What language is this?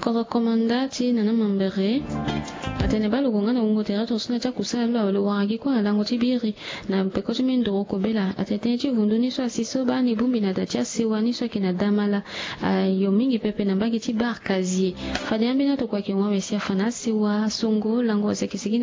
Sango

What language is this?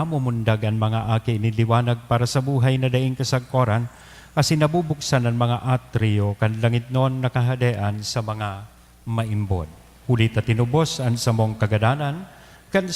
Bikol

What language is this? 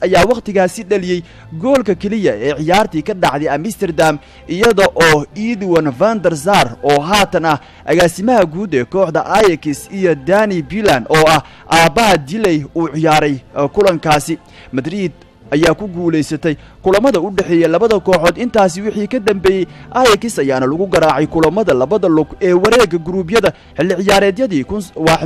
Somali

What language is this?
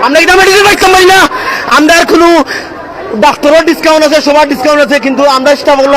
Sylheti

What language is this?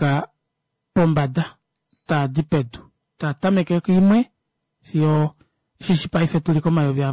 Kuanyama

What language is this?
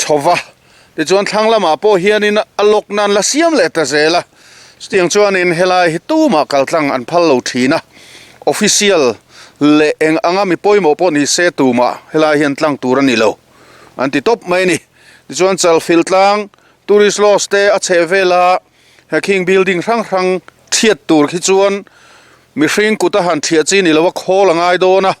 Mizo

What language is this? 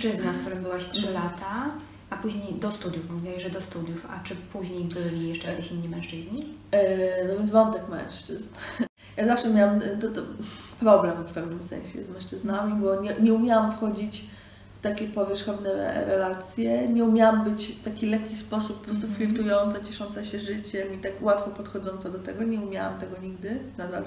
Polish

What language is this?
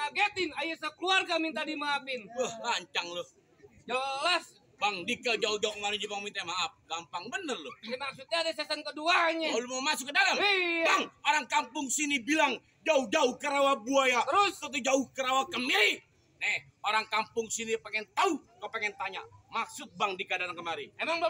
Betawi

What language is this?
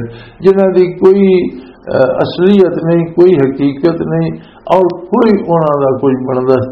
Western Panjabi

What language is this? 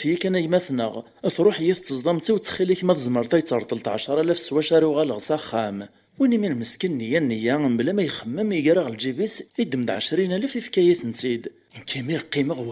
Kabyle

